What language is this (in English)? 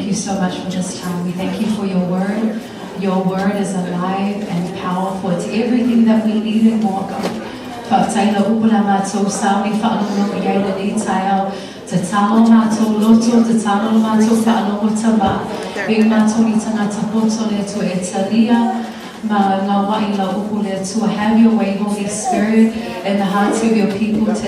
Samoan